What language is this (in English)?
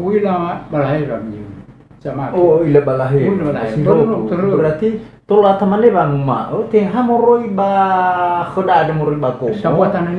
Nias